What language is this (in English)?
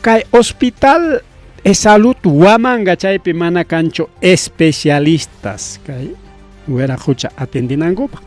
Ayacucho Quechua